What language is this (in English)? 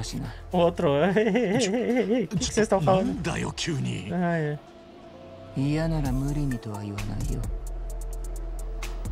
Portuguese